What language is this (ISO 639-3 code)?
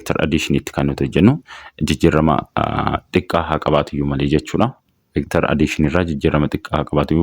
orm